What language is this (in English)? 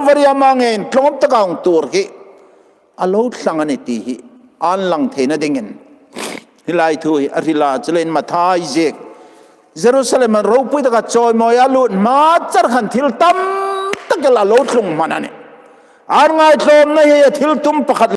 Hmar